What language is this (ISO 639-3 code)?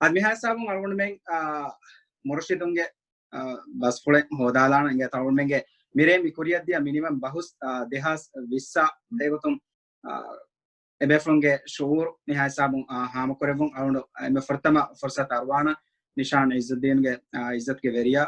div